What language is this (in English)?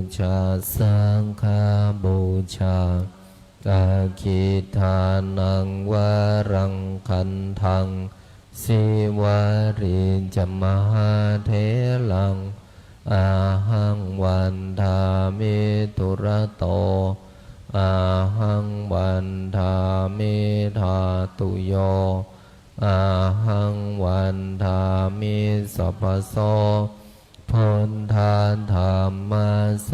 Pali